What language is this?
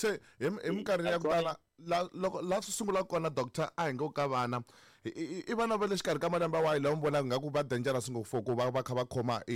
Tsonga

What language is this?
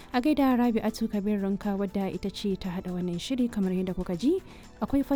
Hausa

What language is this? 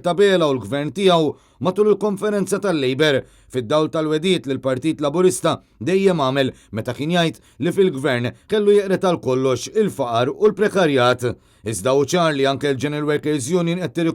Maltese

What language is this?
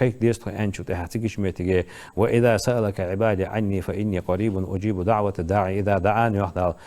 Ingush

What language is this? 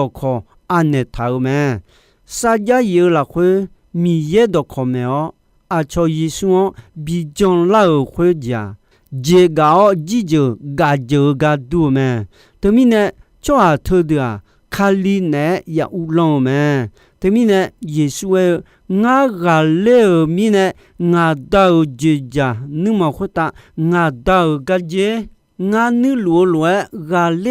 Akha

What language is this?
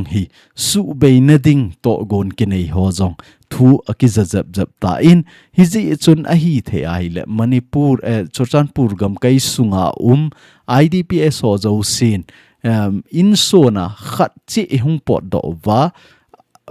Thado Chin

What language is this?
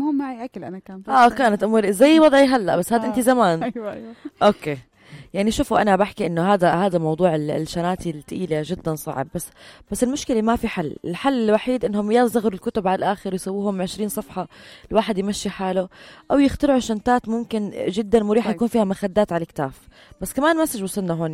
North Levantine Arabic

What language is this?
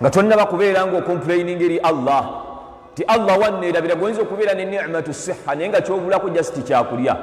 Ganda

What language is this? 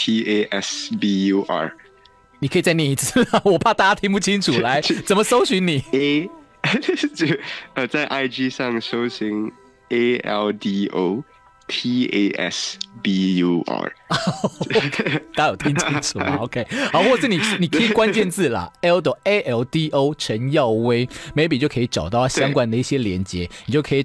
Chinese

